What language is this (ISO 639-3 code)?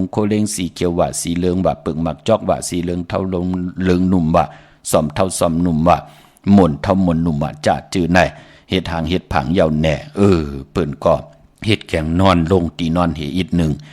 shn